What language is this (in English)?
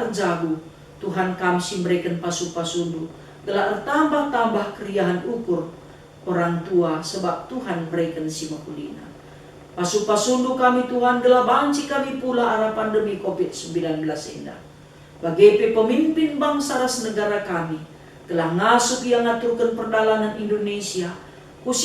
Batak Karo